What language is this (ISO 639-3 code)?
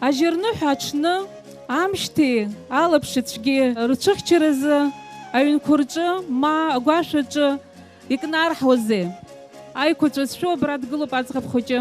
abk